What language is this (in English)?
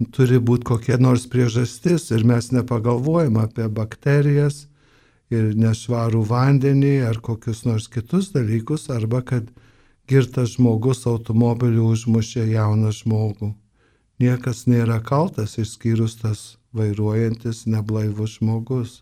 Lithuanian